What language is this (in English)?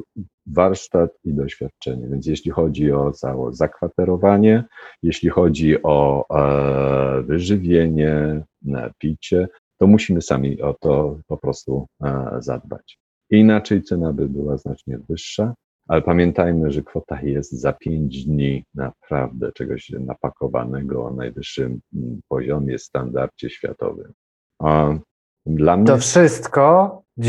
Polish